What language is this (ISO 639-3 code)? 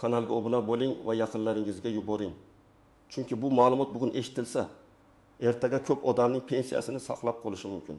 uzb